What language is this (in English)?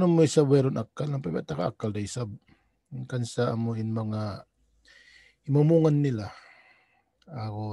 Tausug